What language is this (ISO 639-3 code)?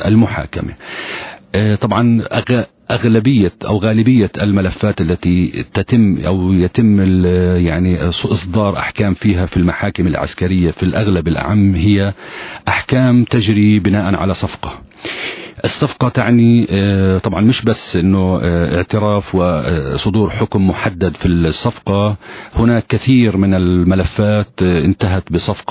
ara